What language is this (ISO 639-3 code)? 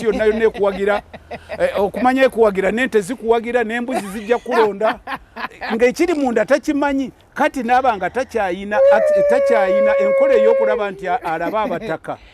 lug